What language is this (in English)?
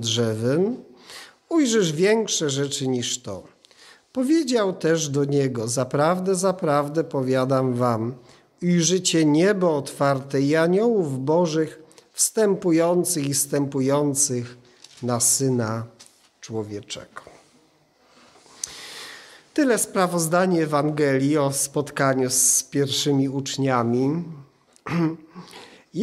Polish